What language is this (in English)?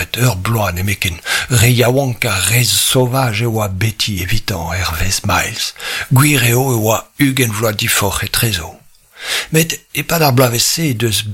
Breton